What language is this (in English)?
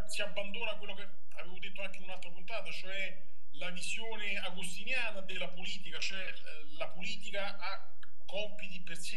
Italian